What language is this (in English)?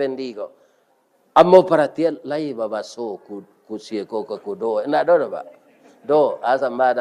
Minangkabau